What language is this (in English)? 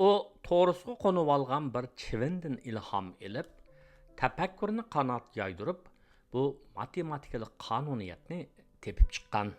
Uyghur